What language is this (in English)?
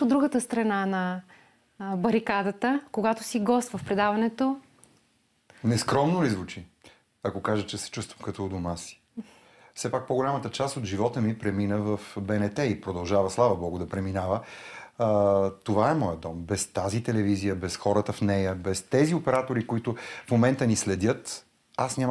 Bulgarian